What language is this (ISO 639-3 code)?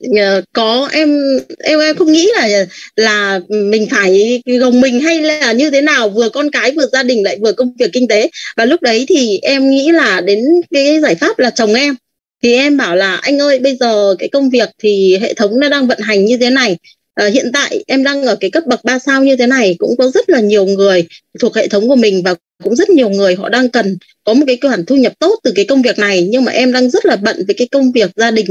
vie